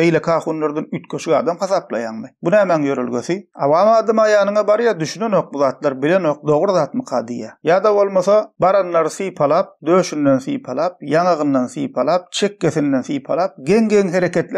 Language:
Turkmen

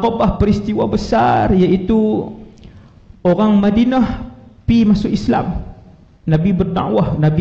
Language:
Malay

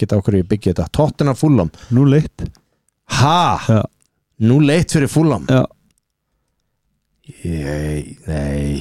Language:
Icelandic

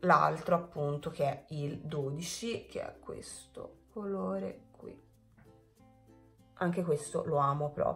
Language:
Italian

